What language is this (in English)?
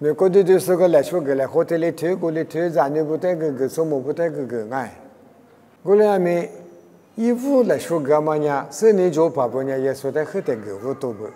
Lisu